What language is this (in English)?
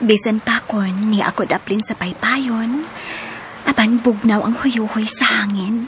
Cebuano